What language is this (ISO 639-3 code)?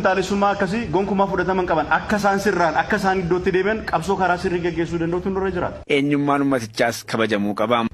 orm